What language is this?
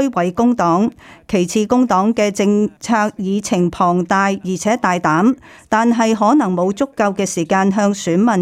Cantonese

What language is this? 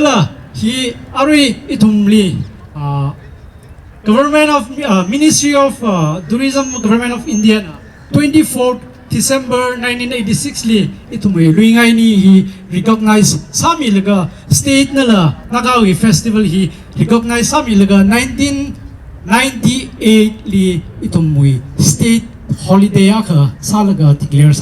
Tangkhul Naga (India)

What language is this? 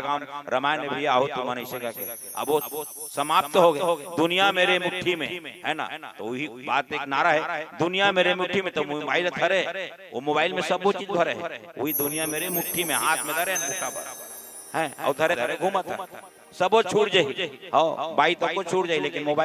Chhattisgarhi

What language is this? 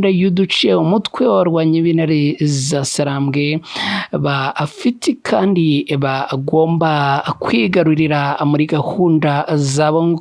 Kinyarwanda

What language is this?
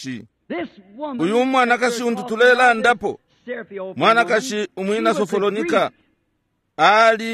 Bemba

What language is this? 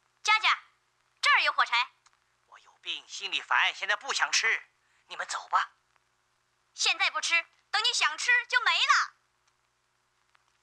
Chinese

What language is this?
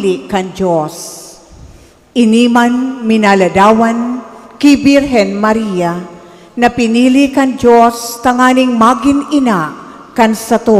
Bikol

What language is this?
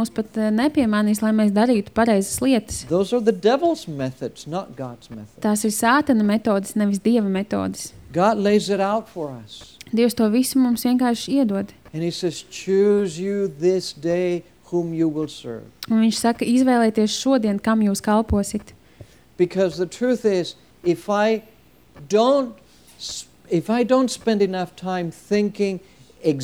Latvian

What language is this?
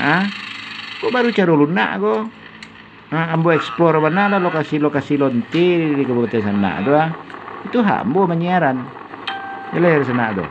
Minangkabau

